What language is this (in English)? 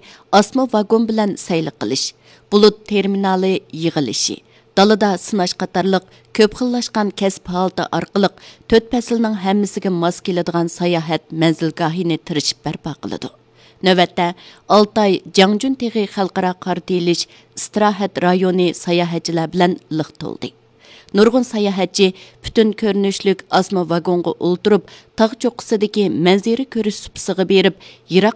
Uyghur